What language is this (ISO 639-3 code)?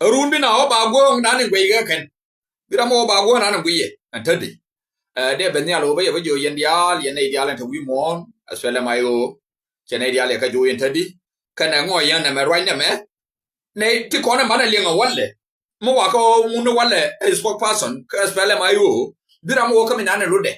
nus